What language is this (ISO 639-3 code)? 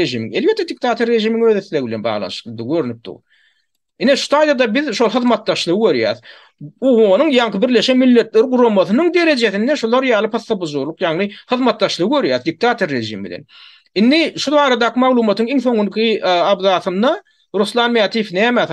tuk